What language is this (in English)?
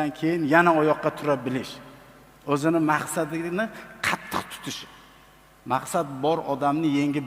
Uzbek